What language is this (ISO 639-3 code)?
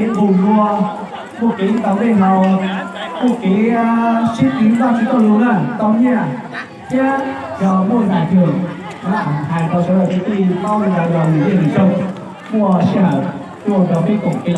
hmn